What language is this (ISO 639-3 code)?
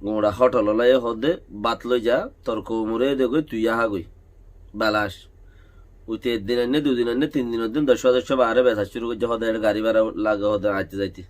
rhg